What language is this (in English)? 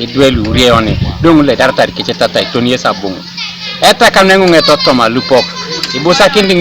Teso